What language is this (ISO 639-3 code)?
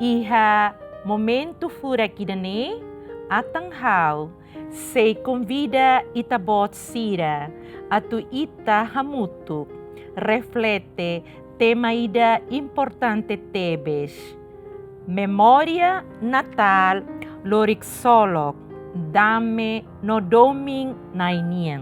tet